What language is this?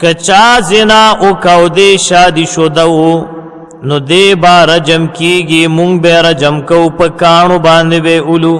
Pashto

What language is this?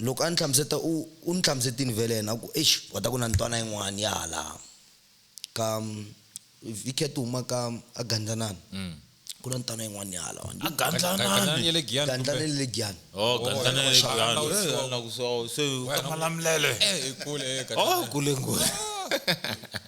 Tsonga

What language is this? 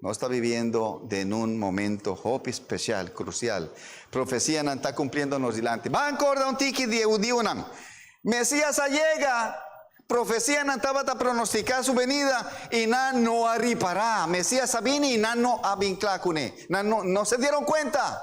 Papiamento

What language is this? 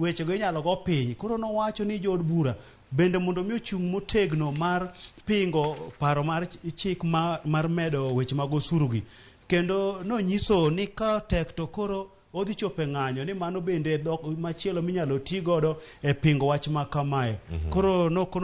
Luo (Kenya and Tanzania)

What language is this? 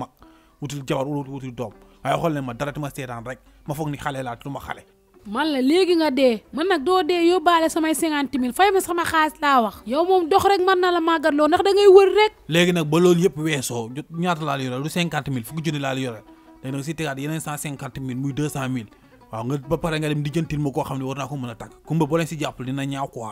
Wolof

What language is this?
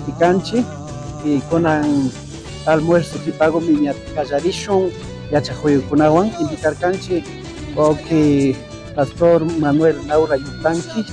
Imbabura Highland Quichua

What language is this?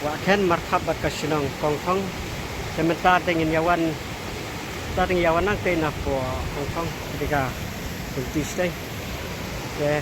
Khasi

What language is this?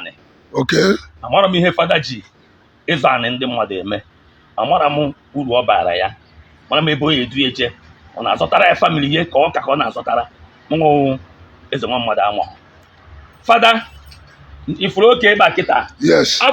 Igbo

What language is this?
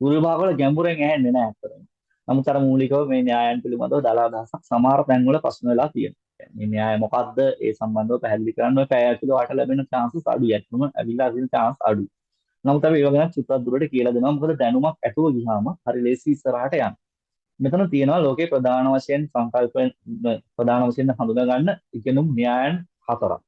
Sinhala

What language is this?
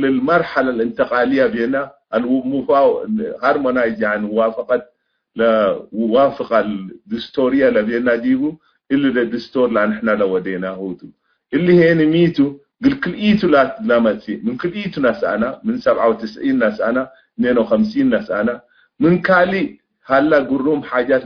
Tigre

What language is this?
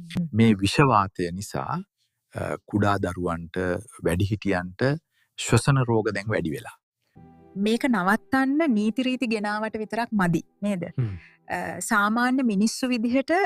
Sinhala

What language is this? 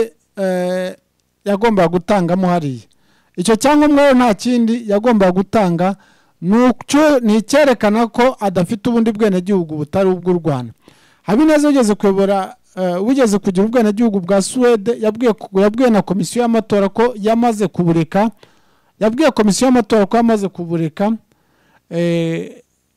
Kinyarwanda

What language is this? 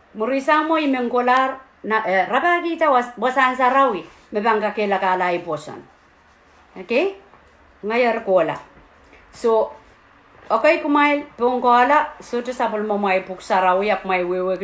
Pohnpeian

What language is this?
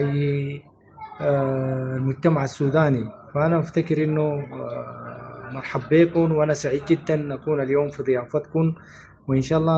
Sudanese Arabic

